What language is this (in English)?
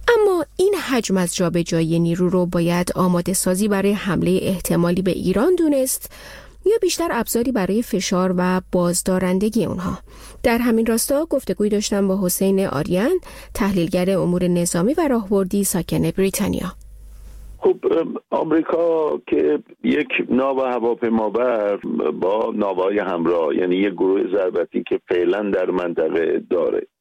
Persian